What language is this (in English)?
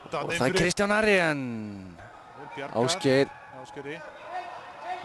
Icelandic